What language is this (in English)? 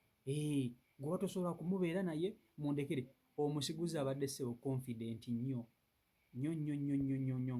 Ganda